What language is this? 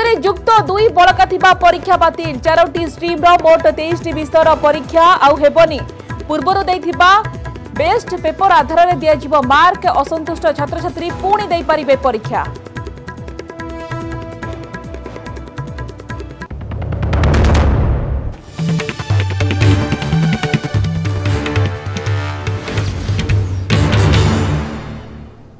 Odia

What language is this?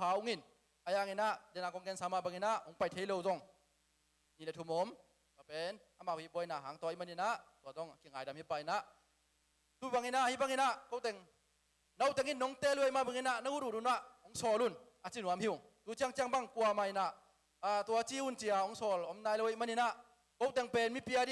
Tedim Chin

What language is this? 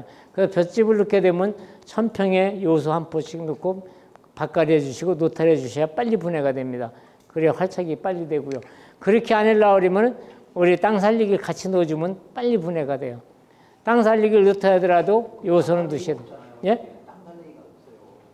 Korean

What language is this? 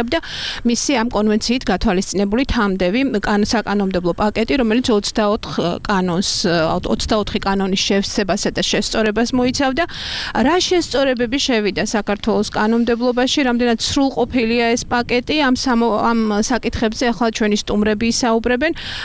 Georgian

